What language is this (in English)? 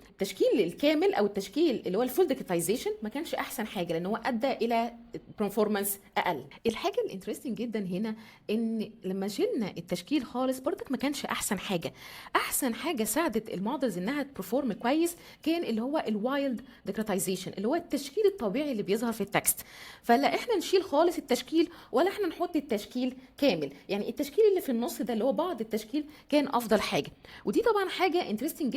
Egyptian Arabic